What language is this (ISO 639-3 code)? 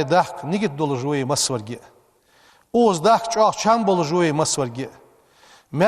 inh